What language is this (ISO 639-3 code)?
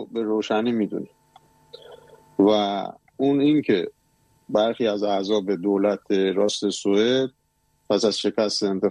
fas